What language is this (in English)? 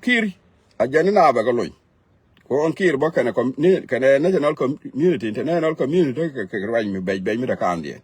Nuer